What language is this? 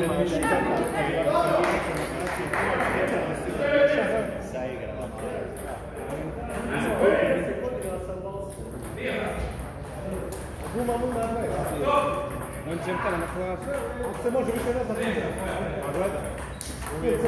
Croatian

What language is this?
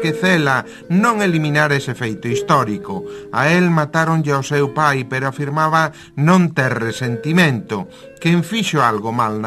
Galician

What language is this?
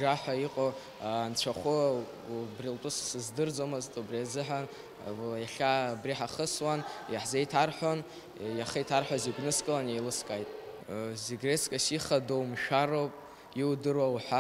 Abkhazian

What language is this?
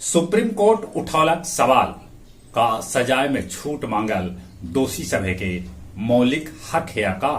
Magahi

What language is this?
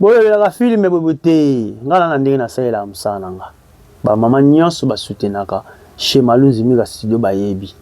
Lingala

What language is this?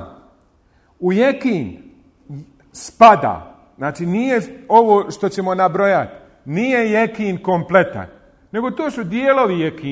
Bosnian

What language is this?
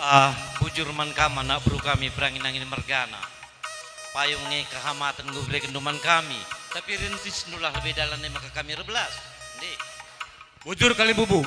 Batak Karo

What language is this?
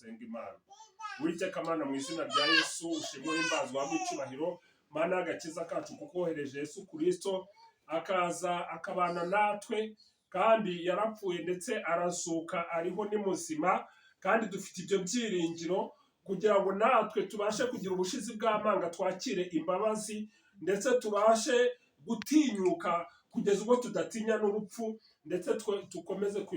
Kinyarwanda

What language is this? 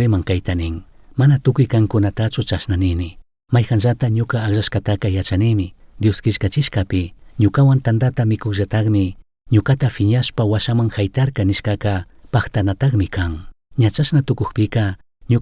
Chimborazo Highland Quichua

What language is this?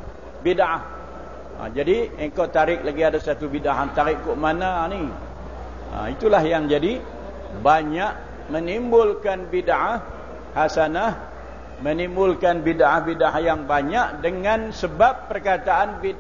Malay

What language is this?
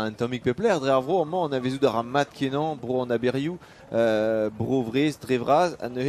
Breton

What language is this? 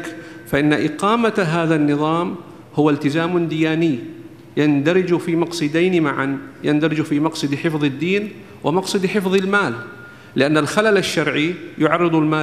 Arabic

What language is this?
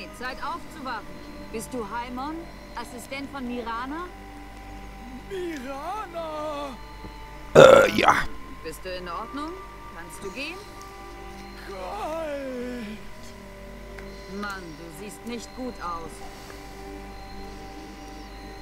German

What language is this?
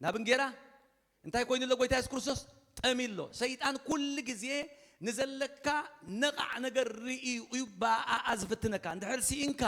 Tigrinya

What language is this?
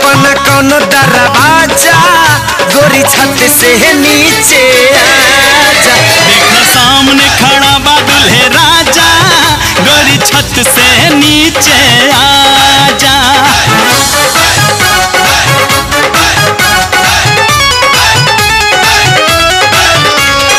Bhojpuri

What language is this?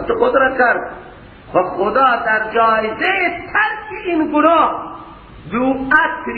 Persian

